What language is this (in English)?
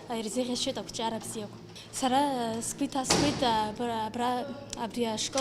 Abkhazian